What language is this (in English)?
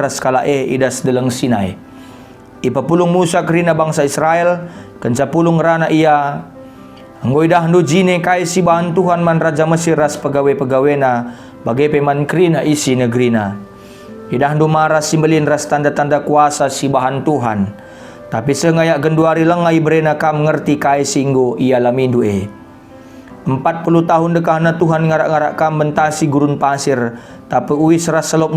Batak Karo